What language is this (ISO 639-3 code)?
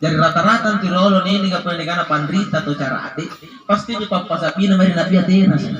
mak